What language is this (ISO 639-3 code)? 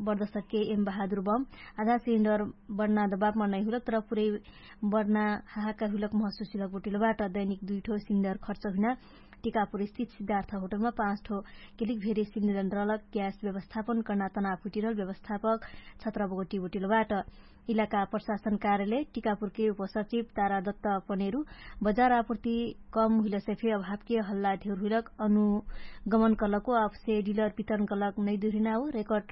thl